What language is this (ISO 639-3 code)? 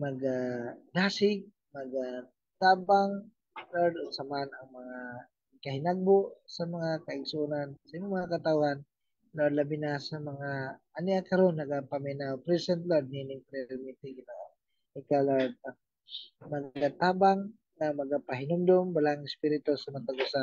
ceb